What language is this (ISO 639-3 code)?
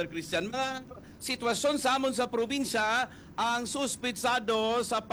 hil